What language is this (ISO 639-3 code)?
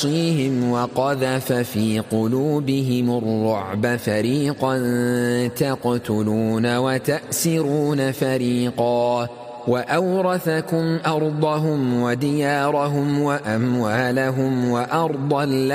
ara